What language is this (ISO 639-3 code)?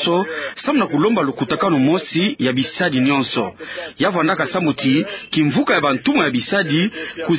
ktu